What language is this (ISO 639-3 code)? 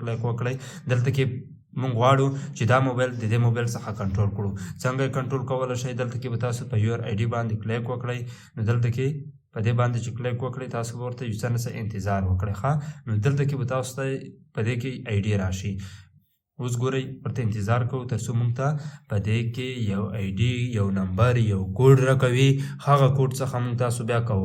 pus